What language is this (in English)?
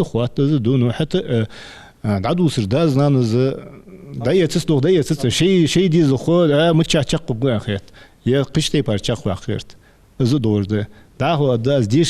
Ingush